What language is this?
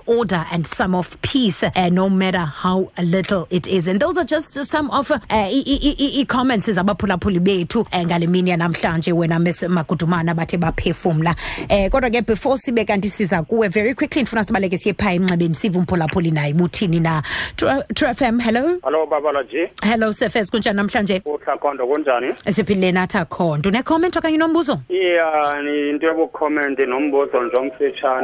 Xhosa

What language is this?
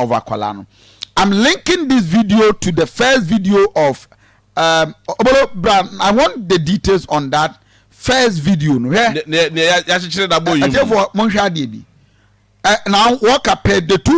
Akan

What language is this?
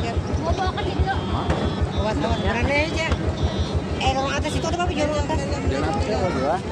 Banjar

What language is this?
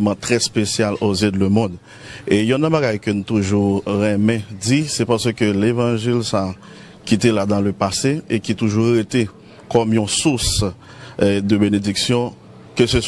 Haitian Creole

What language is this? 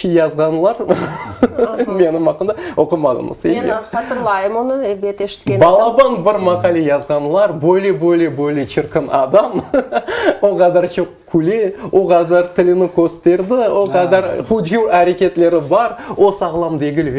Crimean Tatar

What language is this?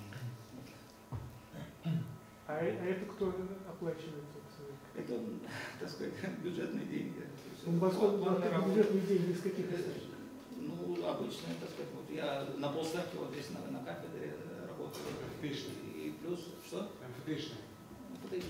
Russian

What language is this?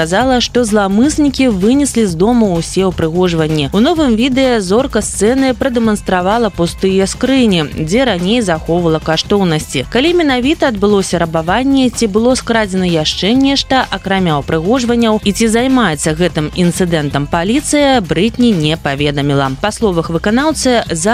Belarusian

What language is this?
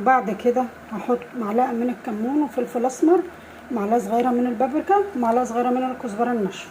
Egyptian Arabic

